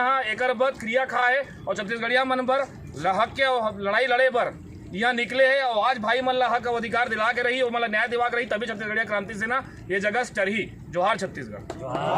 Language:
Chhattisgarhi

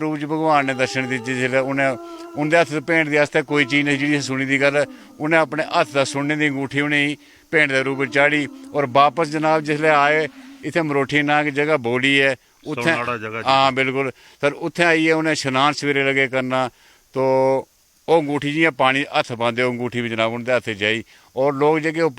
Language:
Dogri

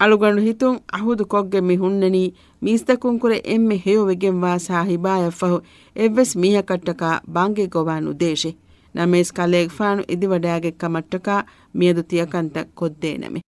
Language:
Divehi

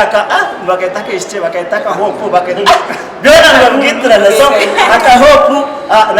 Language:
Nyankole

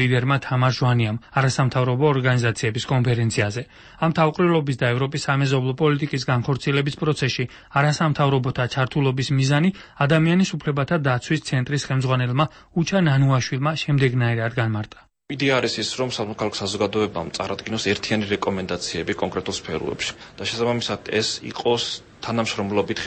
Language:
Georgian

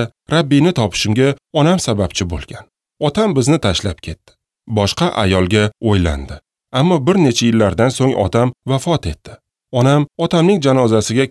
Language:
Uzbek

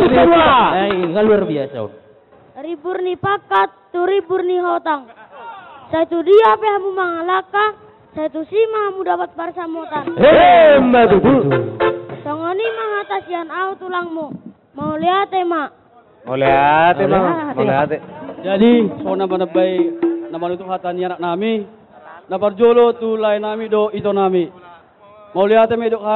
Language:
Batak Toba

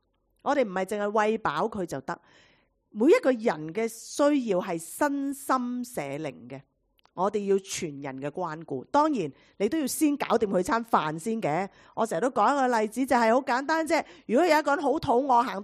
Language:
Cantonese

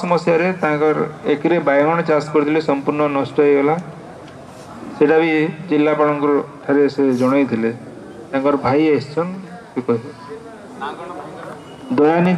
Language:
Odia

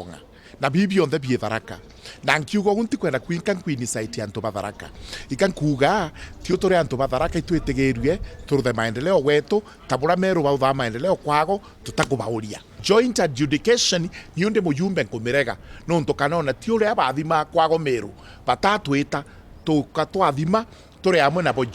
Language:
Meru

